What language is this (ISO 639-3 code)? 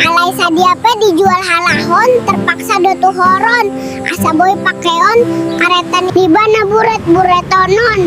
bbc